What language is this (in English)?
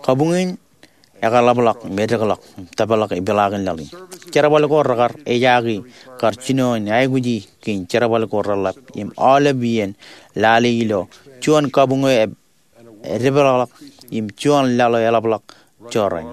Marshallese